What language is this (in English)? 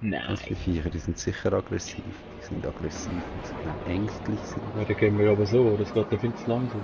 Swiss German